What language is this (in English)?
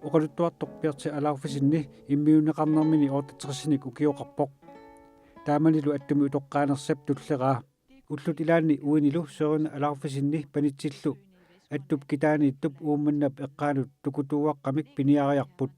Kalaallisut